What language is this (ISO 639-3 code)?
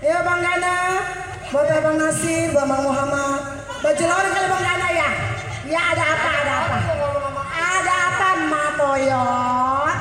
bew